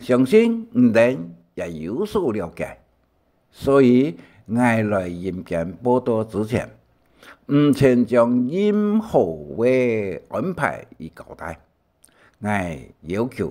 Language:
Hakka Chinese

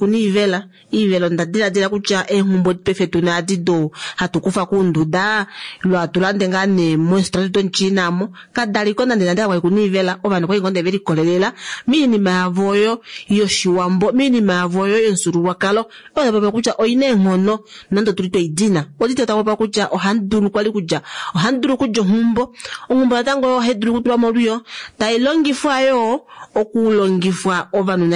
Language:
Kuanyama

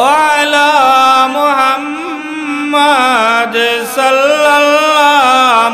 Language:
Sylheti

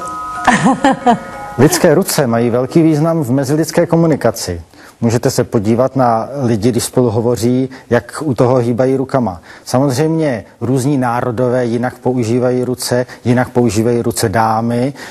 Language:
Czech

